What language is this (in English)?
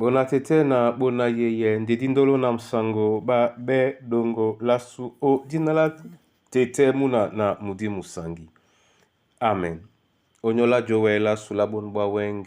Duala